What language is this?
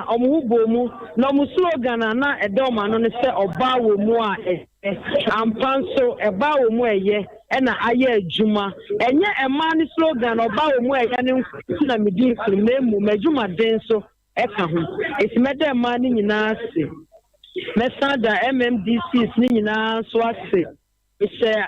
Akan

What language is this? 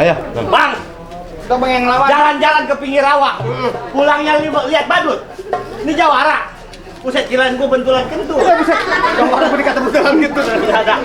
Betawi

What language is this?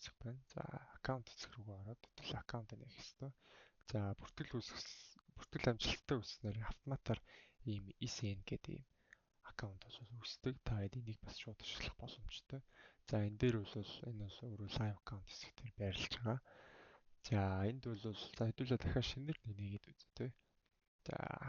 Mongolian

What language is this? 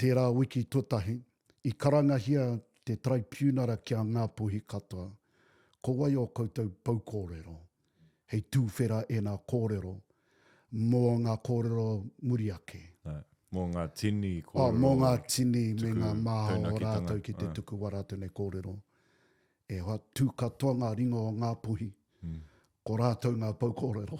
Māori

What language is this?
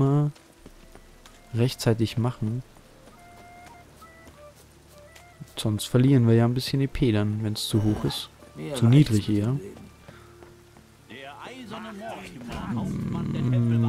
German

